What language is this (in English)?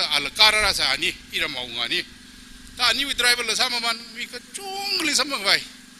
Tangkhul Naga (India)